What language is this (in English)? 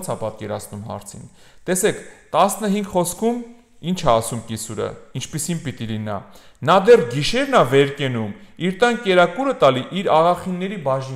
Armenian